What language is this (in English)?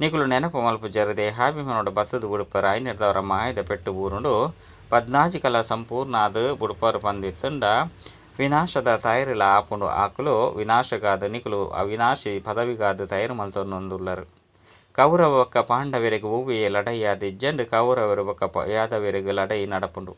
Tulu